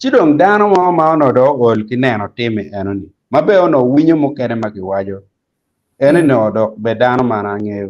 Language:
Acoli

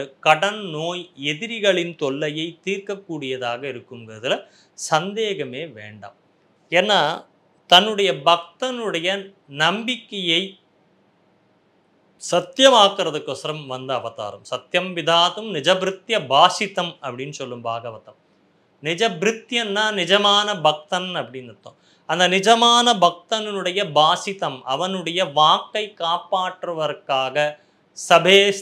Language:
Tamil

